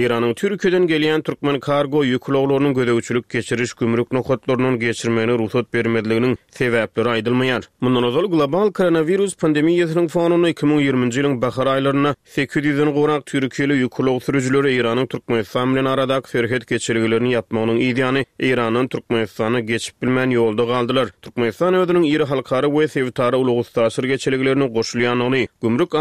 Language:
Turkmen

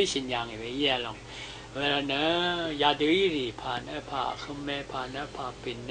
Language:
Rawang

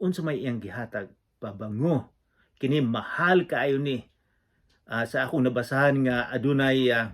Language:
Cebuano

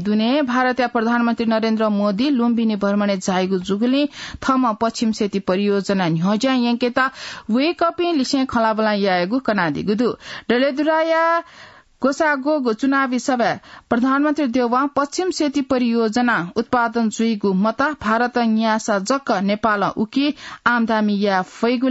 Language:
Newari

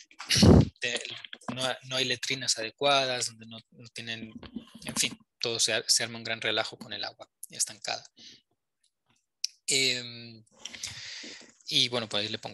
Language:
Spanish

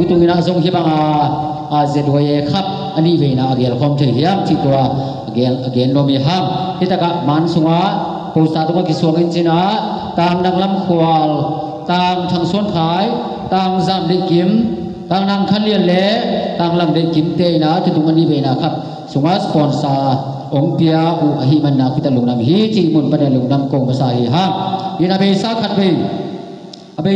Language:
Tedim Chin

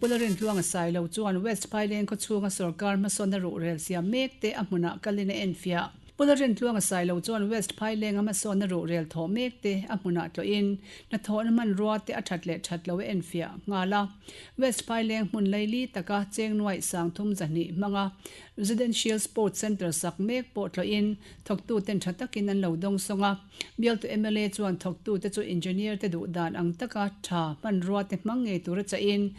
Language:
Mizo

